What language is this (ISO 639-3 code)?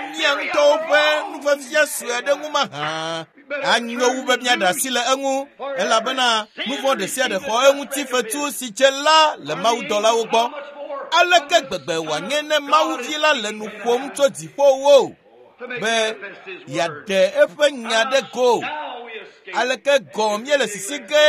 ewe